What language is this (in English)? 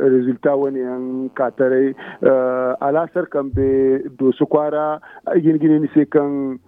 Zarma